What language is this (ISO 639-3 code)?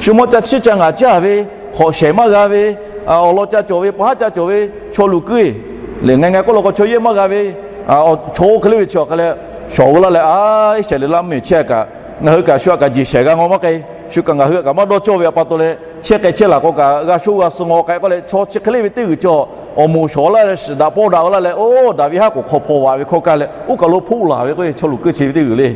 lhu